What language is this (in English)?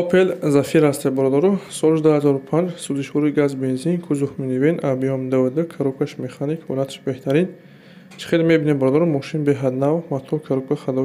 Tajik